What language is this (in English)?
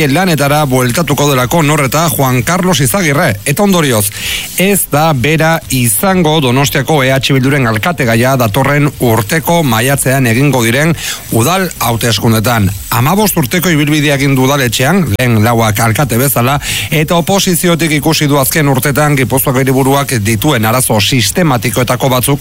Basque